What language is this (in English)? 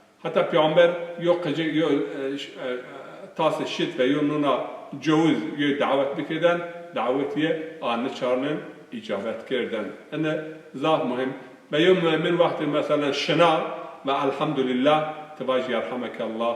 Zaza